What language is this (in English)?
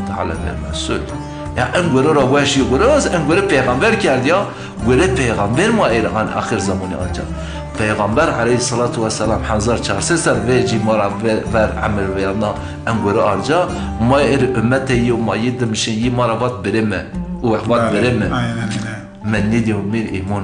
Zaza